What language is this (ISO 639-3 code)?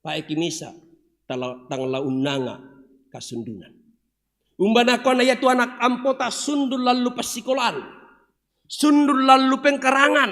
sda